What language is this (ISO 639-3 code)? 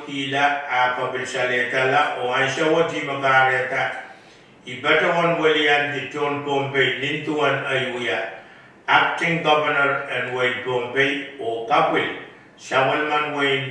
pon